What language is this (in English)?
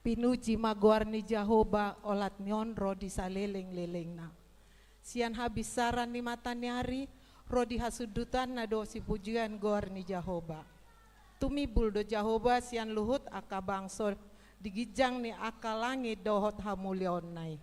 Batak Toba